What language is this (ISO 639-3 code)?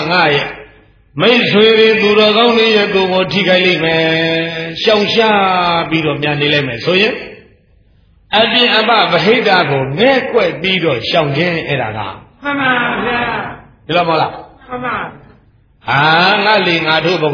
mya